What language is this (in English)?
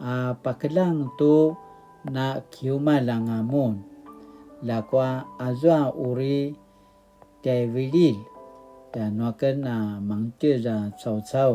Paiwan